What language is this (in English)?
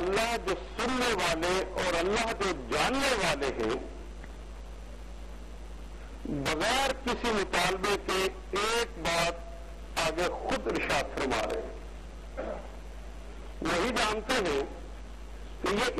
Urdu